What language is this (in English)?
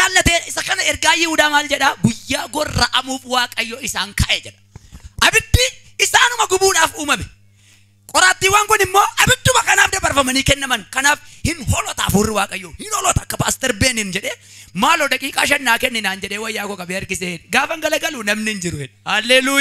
Oromo